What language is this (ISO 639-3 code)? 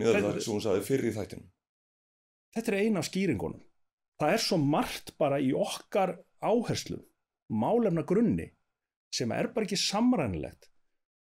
isl